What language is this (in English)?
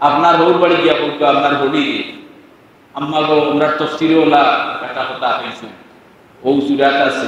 Sylheti